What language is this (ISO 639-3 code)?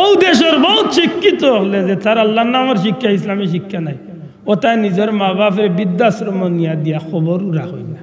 syl